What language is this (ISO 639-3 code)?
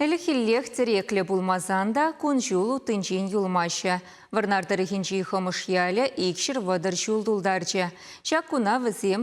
chv